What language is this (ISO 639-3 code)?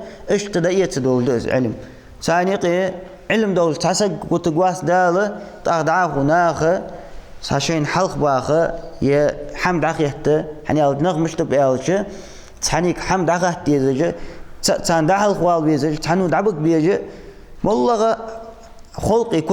inh